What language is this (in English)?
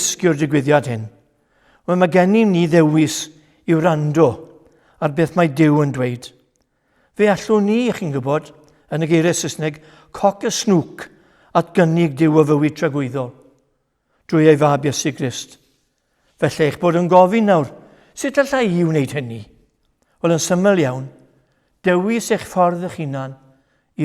Welsh